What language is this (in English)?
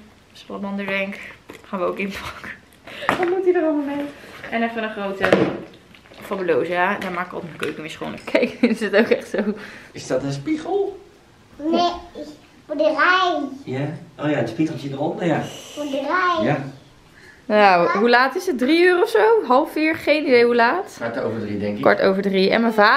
Dutch